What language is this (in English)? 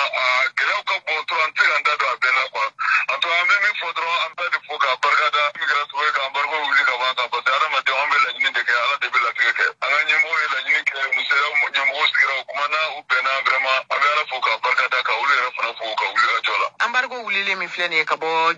Bambara